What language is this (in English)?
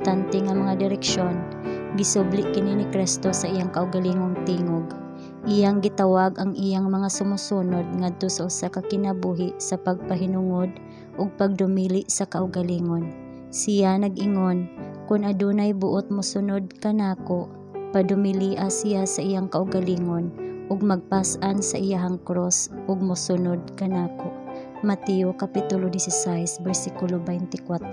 Cebuano